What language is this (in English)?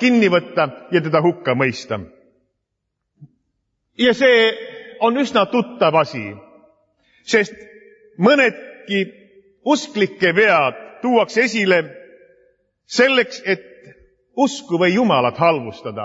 Estonian